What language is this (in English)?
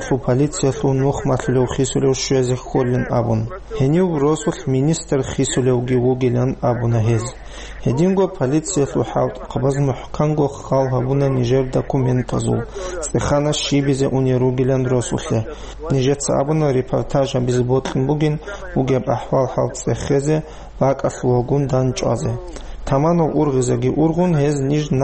Avaric